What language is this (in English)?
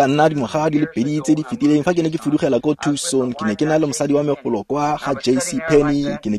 Tswana